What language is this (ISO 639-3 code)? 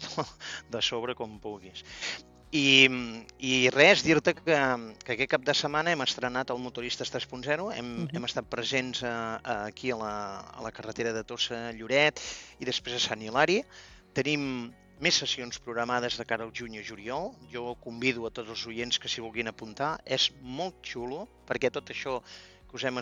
cat